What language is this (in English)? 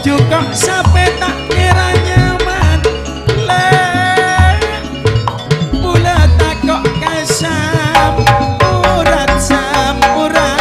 Madurese